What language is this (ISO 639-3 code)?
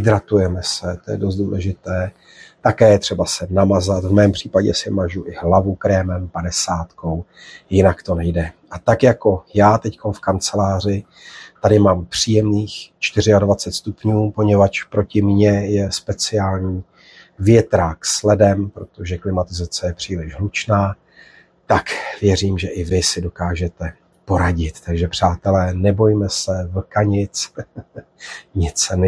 ces